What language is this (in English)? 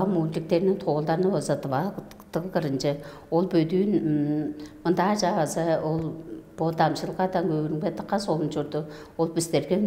Tuvinian